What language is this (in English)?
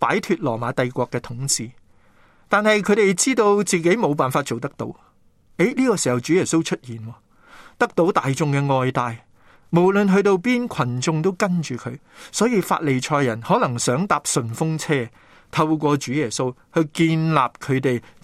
Cantonese